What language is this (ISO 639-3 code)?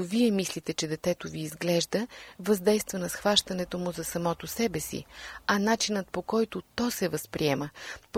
bul